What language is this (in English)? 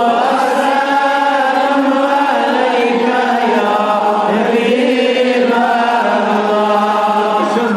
Kashmiri